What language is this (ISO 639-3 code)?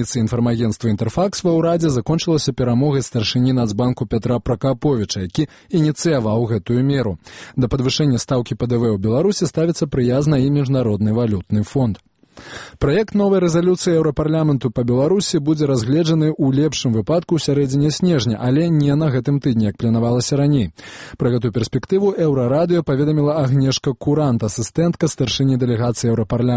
bel